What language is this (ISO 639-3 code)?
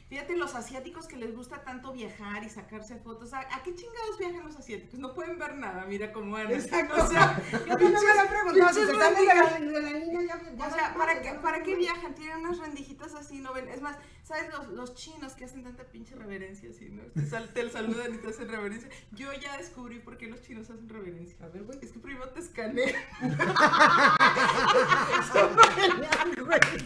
spa